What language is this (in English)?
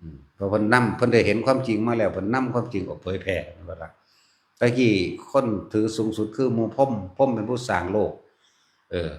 Northeastern Thai